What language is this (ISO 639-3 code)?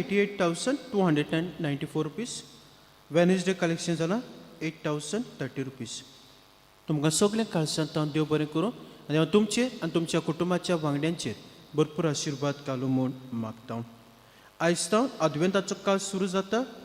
kok